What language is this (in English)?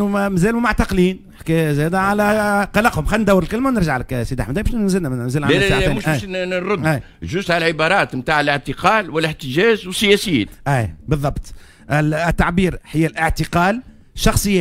Tunisian Arabic